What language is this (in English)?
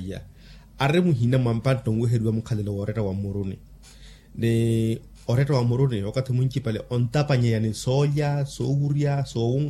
Makhuwa